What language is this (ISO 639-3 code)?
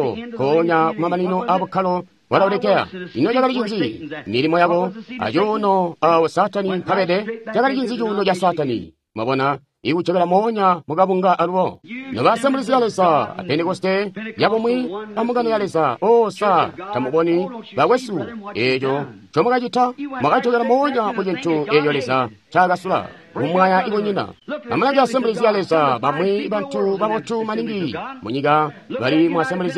toi